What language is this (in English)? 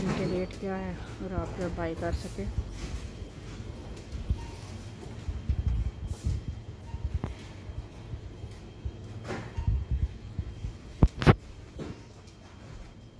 Hindi